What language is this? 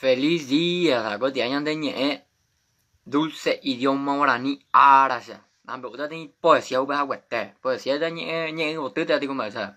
Guarani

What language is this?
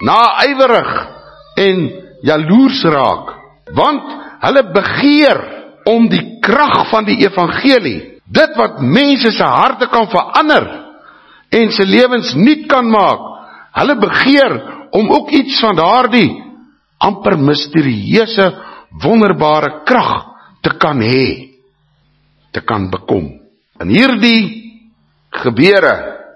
Afrikaans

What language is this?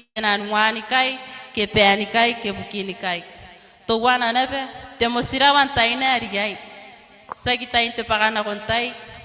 Gilbertese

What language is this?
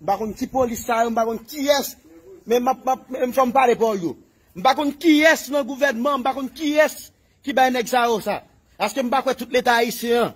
Haitian Creole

